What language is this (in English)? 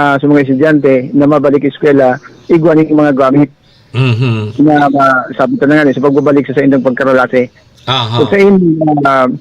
Bikol